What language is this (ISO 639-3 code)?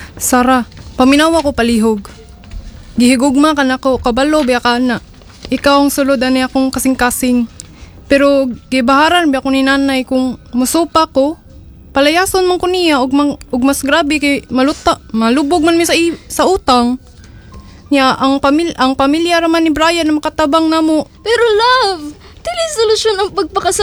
ceb